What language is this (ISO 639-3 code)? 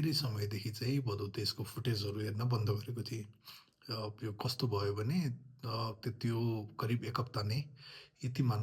nep